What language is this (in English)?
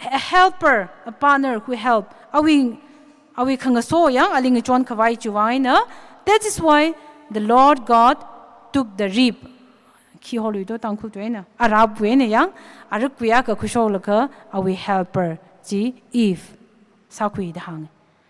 Tangkhul Naga (India)